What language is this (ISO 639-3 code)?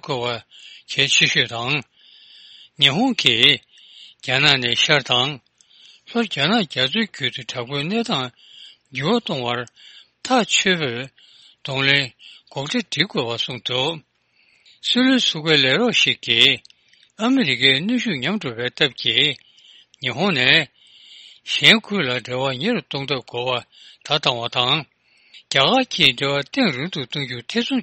bod